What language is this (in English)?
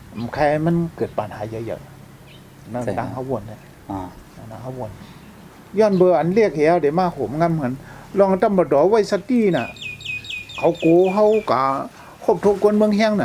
Shan